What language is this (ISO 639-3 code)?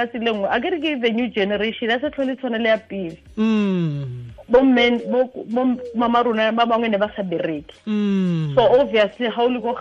tsn